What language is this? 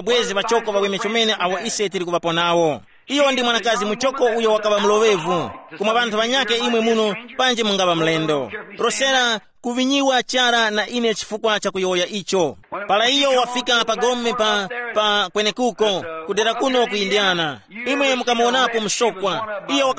Tumbuka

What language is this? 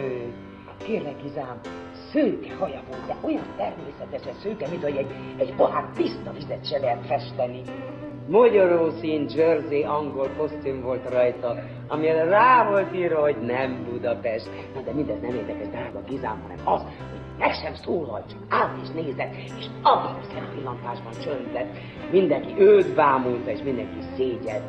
Hungarian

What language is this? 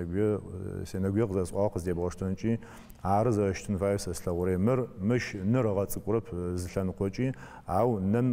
Adyghe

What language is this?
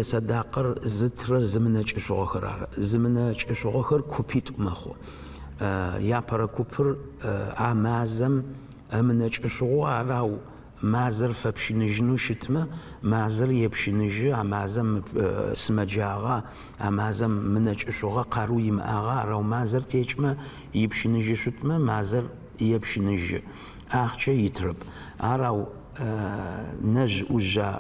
Adyghe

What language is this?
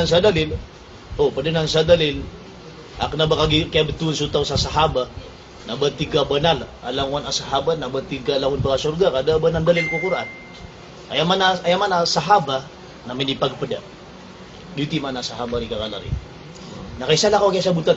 Maranao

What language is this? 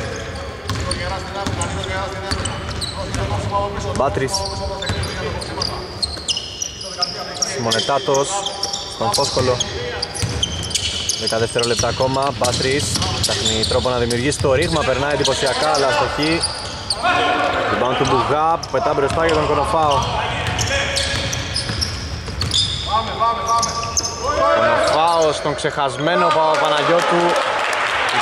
Greek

